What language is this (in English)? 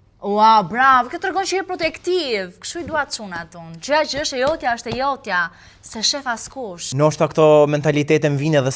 Albanian